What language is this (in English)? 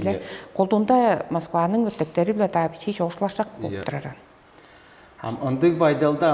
Tuvinian